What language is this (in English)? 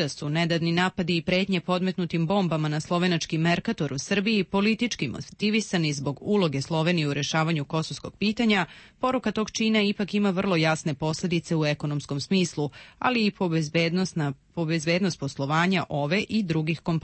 Serbian